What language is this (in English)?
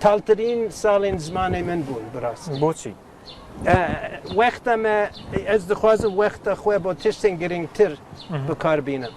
Kurdish